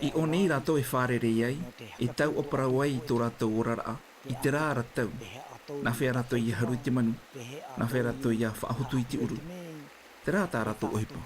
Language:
Tahitian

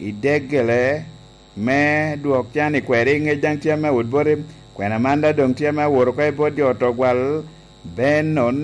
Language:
Lango (Uganda)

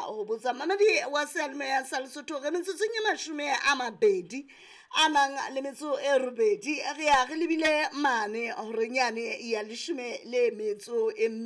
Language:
Southern Sotho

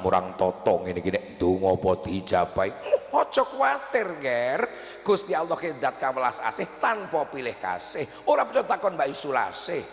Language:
Javanese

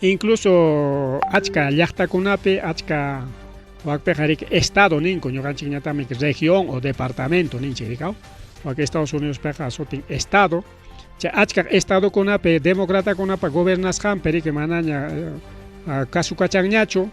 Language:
Ayacucho Quechua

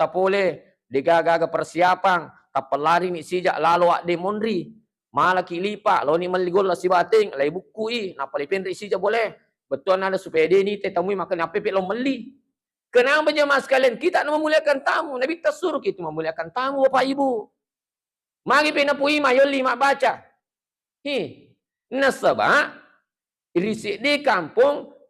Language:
Buginese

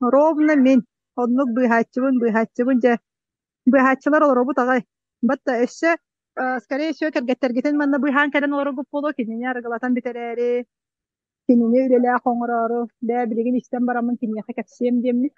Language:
Yakut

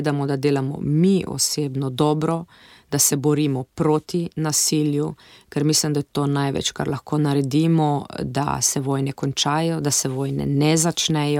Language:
Slovenian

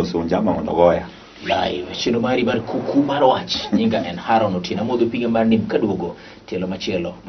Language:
Luo (Kenya and Tanzania)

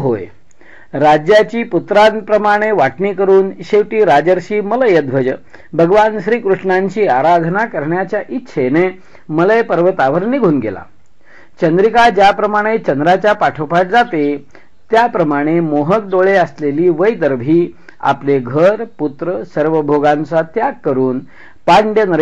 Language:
Marathi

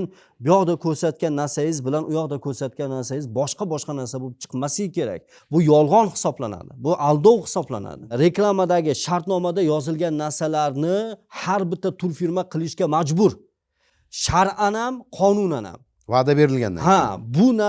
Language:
Uzbek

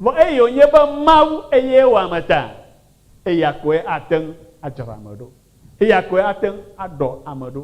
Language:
Ewe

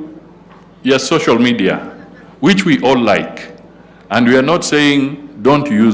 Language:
Meru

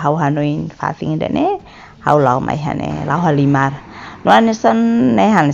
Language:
Tetum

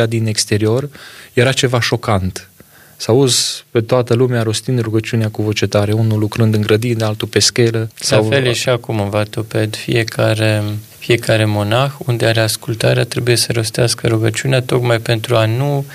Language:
Romanian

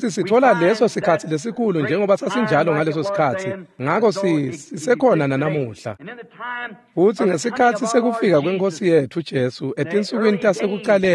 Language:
Swati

